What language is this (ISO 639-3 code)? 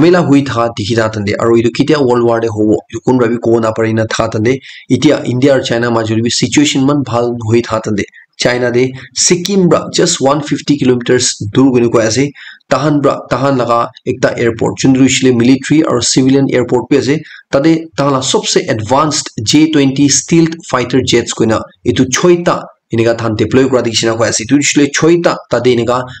nag